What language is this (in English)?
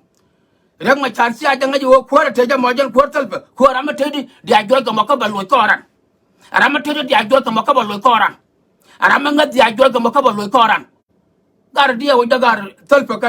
Nuer